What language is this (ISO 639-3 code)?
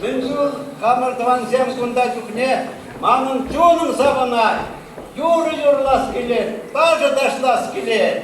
chv